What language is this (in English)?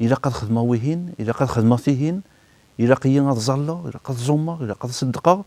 Kabyle